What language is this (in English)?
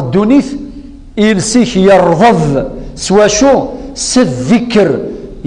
Kabyle